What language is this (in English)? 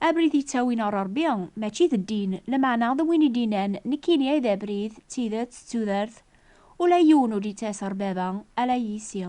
Kabyle